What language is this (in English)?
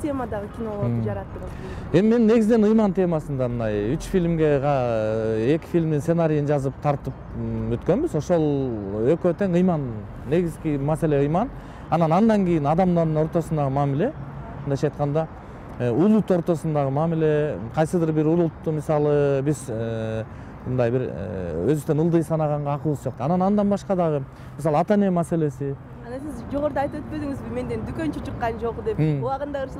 Kyrgyz